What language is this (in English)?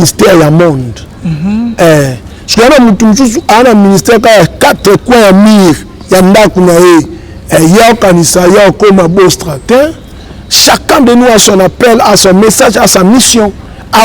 Lingala